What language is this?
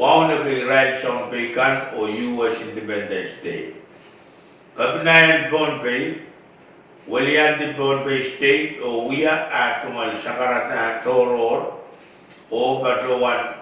Pohnpeian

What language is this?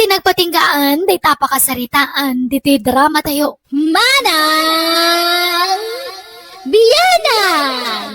Iloko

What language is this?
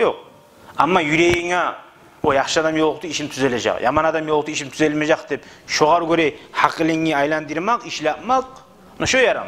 Kumyk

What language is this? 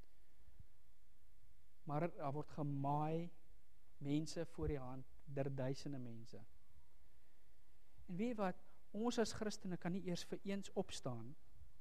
Afrikaans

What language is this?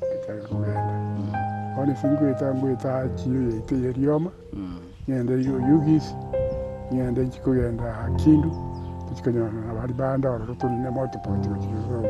Gusii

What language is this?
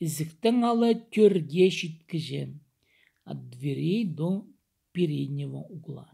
Khakas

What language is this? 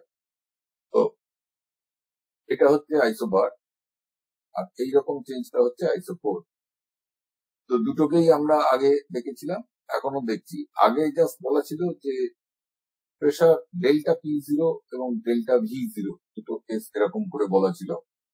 Bangla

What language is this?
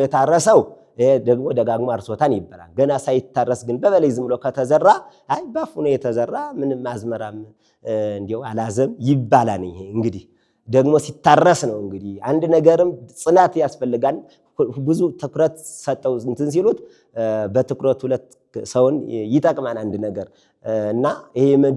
Amharic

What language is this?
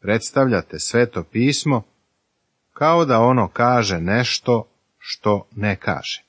Serbian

